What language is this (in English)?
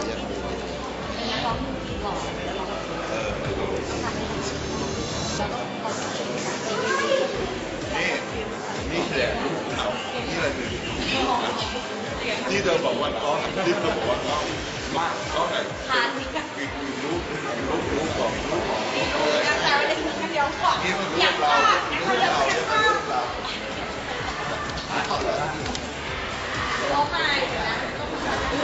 Thai